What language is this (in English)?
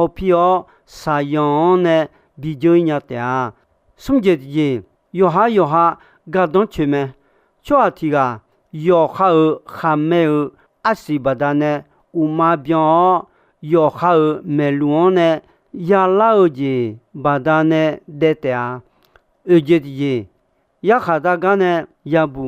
Akha